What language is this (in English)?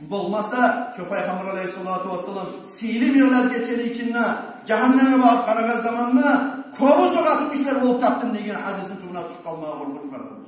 Kumyk